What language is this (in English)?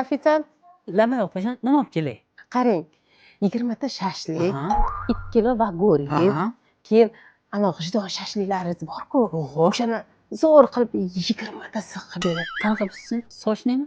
Uzbek